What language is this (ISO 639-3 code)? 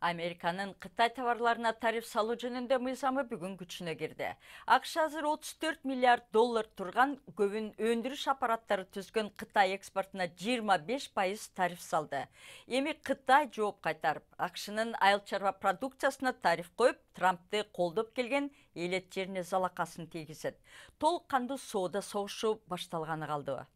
kir